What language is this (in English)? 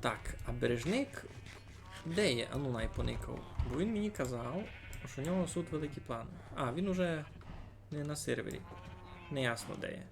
Rusyn